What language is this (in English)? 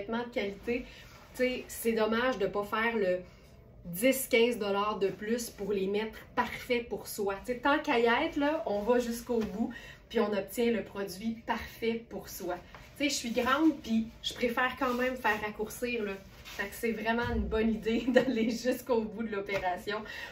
French